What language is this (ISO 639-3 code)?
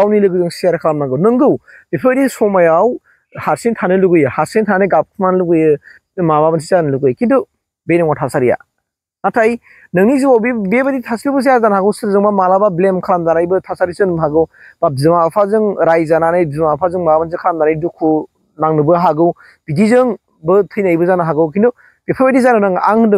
brx